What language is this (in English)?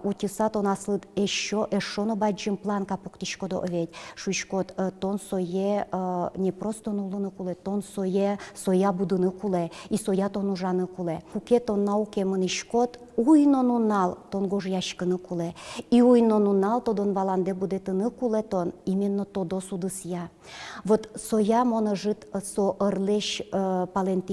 Udmurt